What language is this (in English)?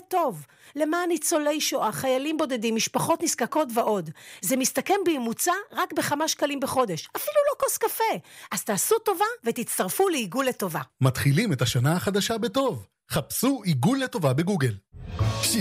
Hebrew